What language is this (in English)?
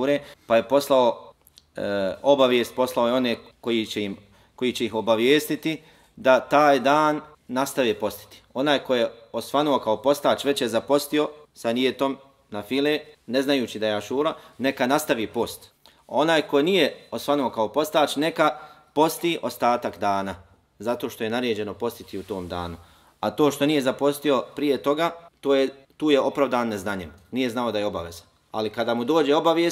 Bosnian